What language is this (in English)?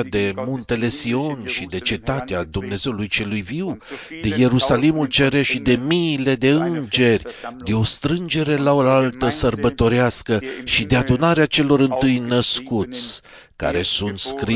Romanian